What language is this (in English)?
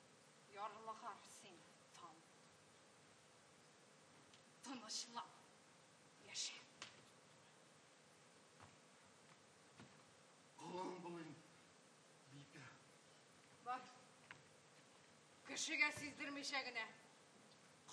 Tatar